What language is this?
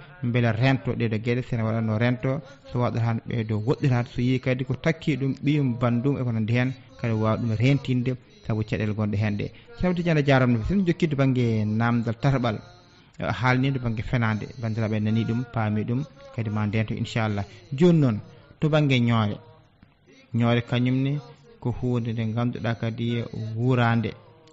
Fula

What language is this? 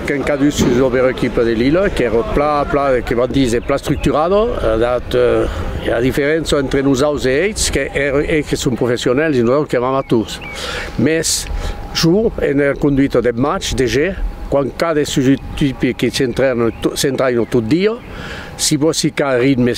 Occitan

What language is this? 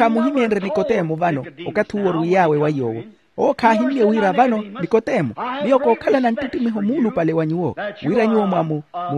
Makhuwa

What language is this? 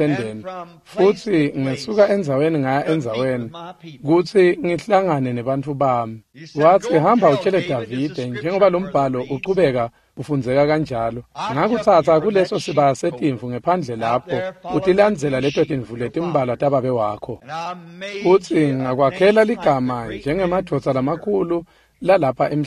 Swati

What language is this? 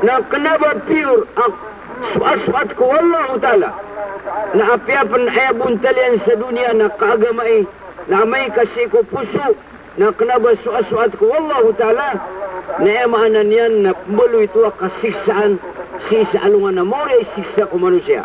Maranao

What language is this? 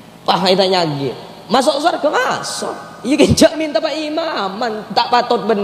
Madurese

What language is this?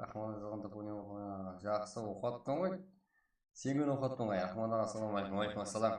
Kara-Kalpak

